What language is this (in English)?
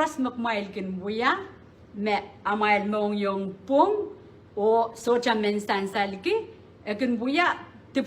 Pohnpeian